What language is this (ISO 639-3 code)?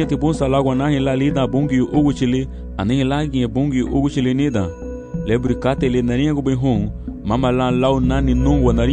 cab